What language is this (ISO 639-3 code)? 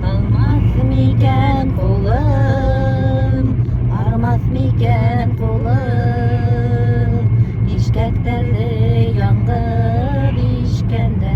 bak